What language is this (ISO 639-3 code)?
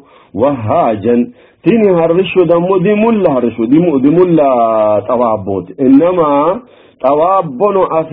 sid